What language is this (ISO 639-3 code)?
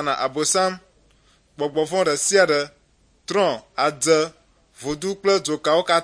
ewe